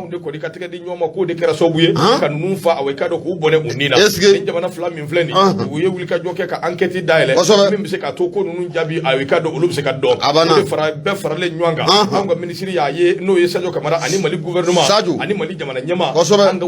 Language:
Bambara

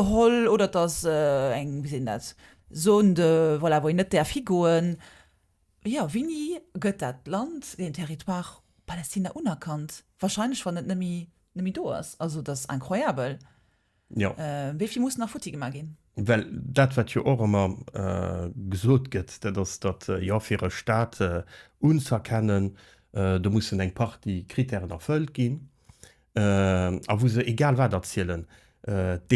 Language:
Luxembourgish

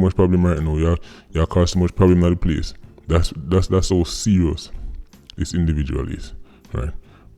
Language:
Jamaican Creole English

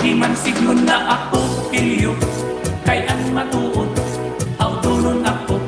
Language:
Waray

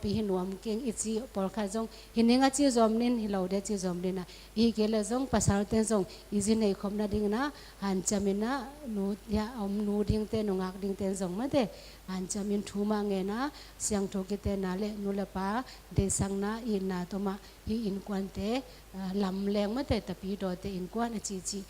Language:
Tedim Chin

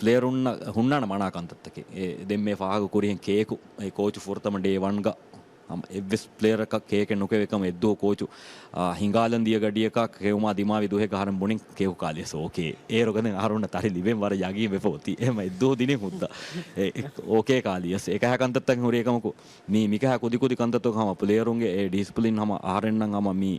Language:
Divehi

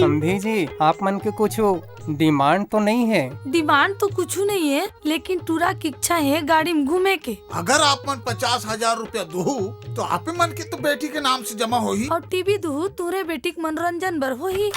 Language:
Chhattisgarhi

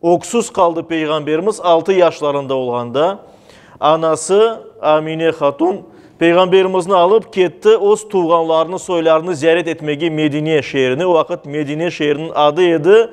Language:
Crimean Tatar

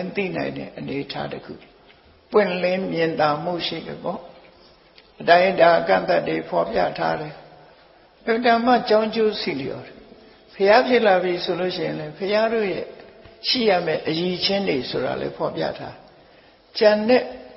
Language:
Burmese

